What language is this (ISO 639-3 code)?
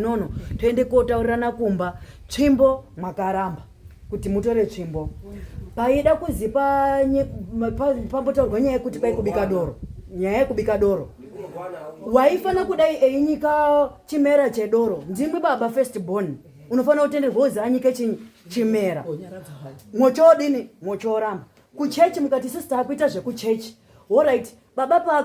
sna